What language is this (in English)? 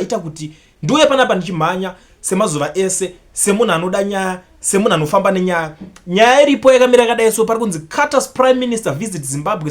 Shona